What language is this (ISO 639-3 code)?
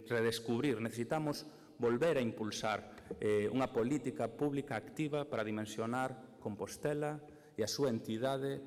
glg